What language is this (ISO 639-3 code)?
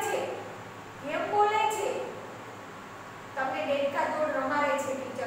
guj